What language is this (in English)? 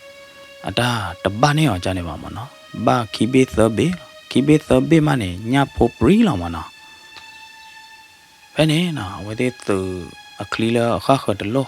S'gaw Karen